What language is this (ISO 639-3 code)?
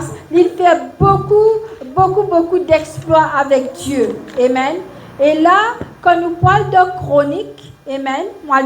mfe